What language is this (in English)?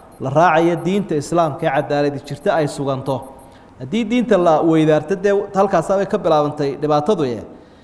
Somali